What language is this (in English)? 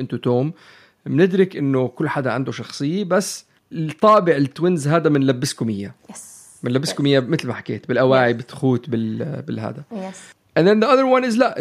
North Levantine Arabic